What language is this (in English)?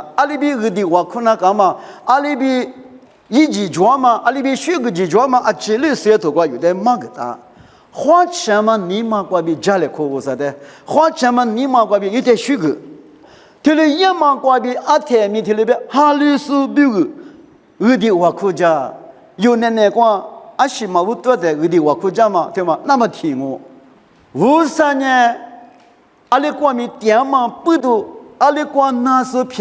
Lisu